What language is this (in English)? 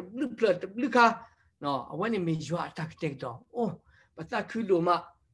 S'gaw Karen